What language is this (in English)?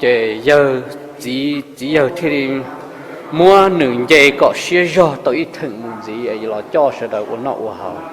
Hmong